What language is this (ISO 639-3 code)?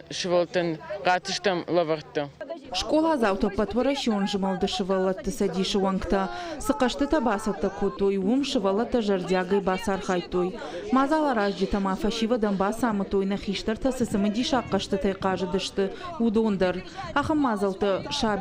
oss